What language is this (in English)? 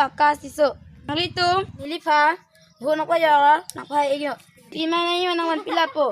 Karbi